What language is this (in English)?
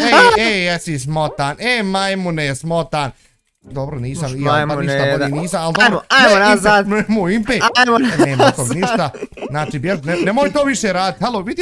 Bosnian